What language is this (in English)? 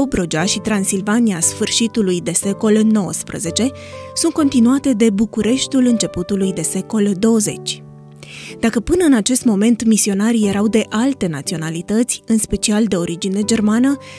Romanian